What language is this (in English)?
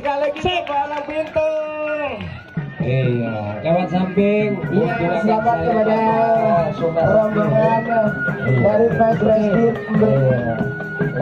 Betawi